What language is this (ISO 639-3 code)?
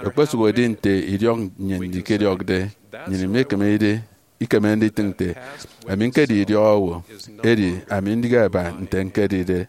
efi